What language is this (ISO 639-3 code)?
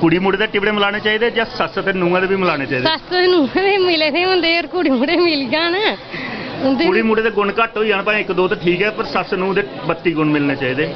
doi